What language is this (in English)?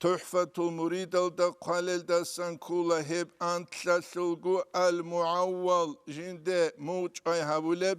Avaric